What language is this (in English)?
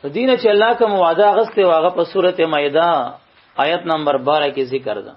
Pashto